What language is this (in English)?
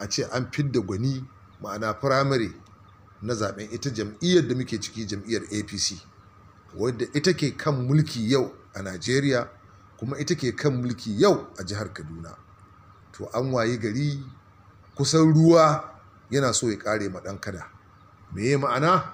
Hausa